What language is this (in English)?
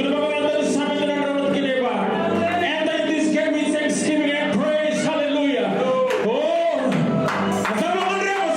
Fijian